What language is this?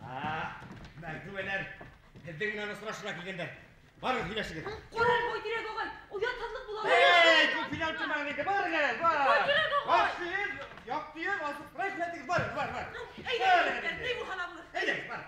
Bashkir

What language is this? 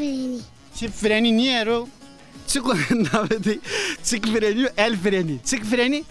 Zaza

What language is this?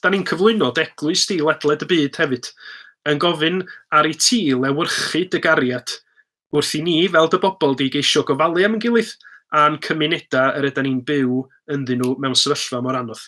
Welsh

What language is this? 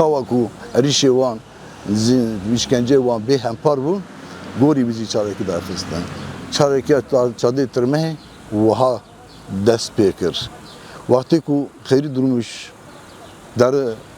Kurdish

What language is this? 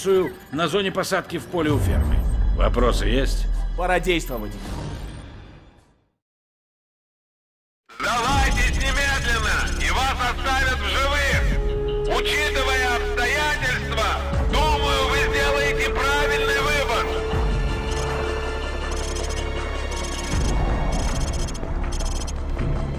Russian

